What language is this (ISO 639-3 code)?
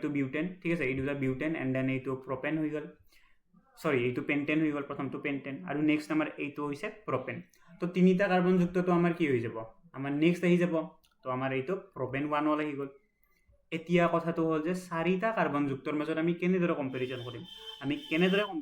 asm